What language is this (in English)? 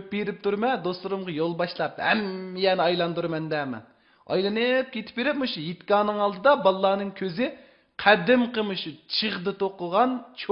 Uyghur